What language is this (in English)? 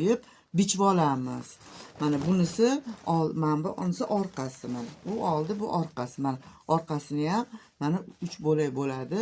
Uzbek